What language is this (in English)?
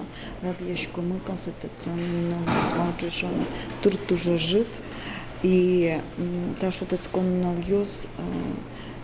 Udmurt